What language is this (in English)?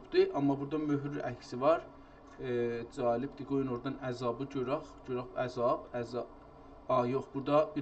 South Azerbaijani